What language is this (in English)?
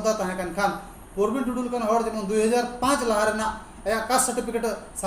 Santali